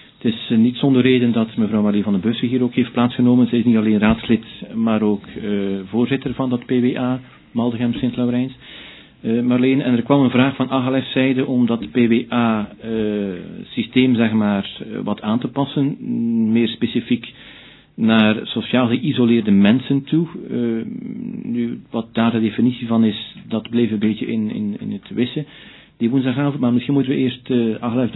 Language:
Dutch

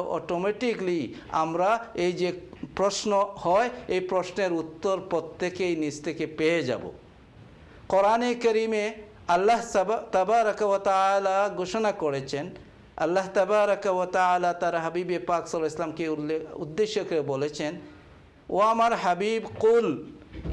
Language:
Bangla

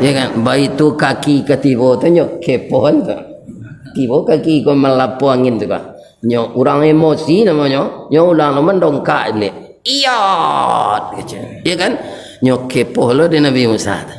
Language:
Minangkabau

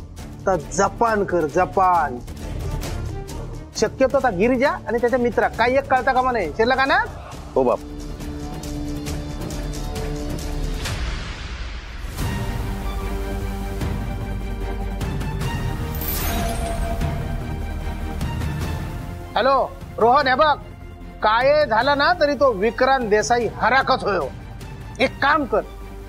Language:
Marathi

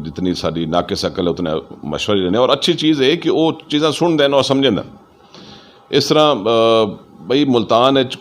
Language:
Saraiki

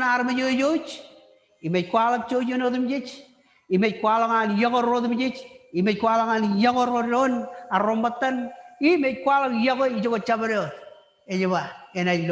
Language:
Marshallese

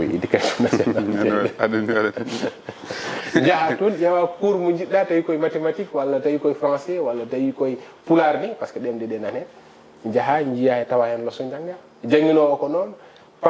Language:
Fula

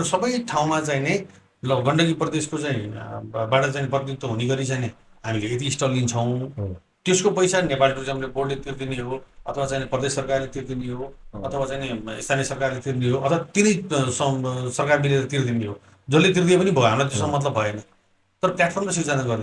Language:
Nepali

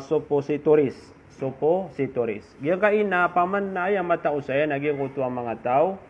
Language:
Maranao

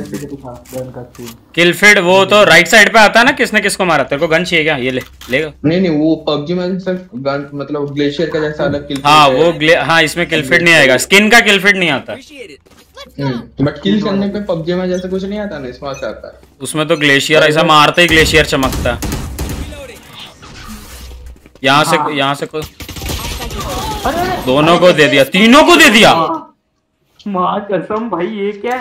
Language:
Hindi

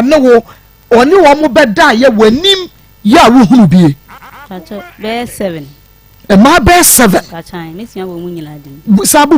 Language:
Akan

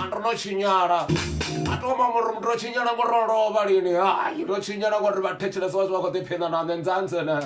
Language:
Venda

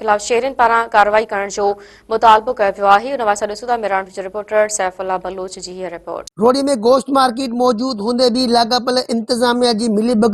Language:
Sindhi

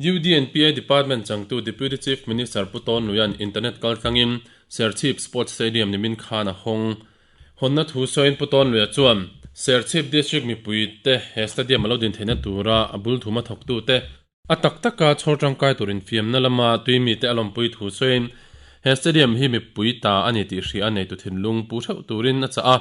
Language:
Mizo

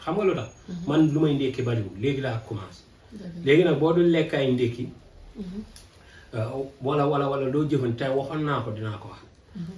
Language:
Wolof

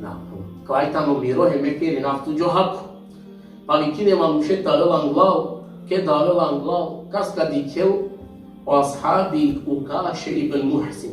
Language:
Balkan Romani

